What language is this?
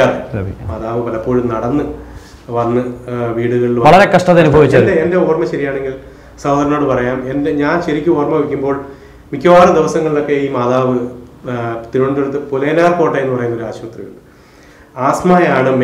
Malayalam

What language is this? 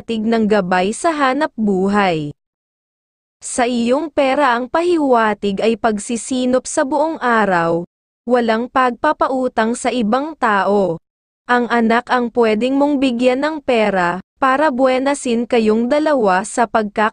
Filipino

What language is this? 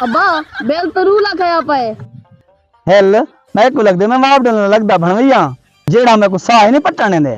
Saraiki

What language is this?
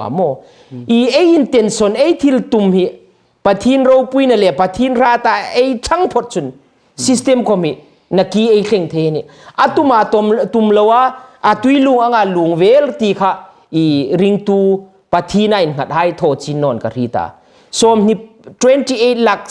Hmar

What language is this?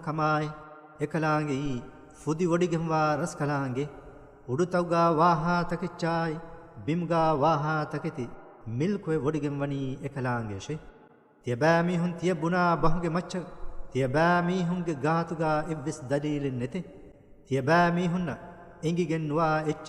Divehi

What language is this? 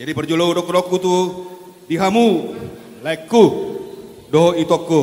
Batak Toba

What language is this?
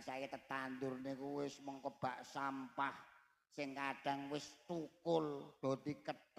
Javanese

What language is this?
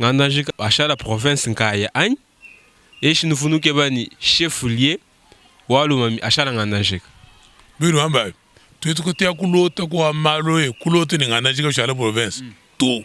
Luba-Lulua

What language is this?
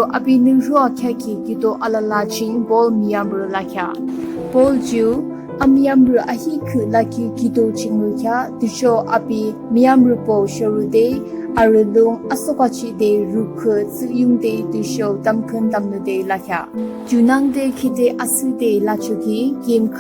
Yimchungru Naga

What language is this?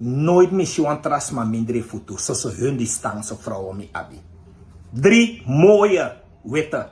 Sranan Tongo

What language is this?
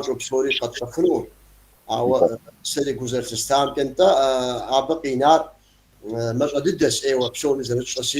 Kabardian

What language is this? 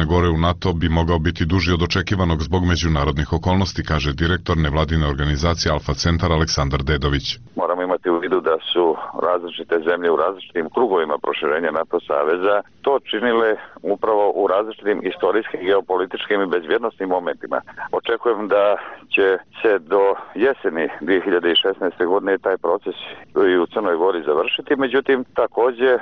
Serbian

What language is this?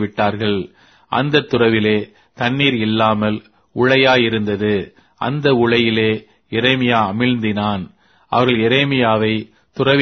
Tamil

